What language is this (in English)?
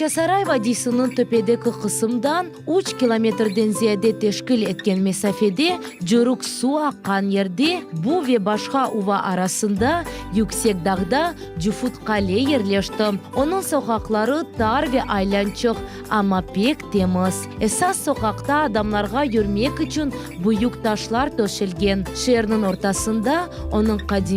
Crimean Tatar